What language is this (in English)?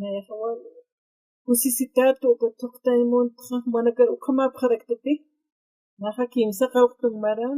Aymara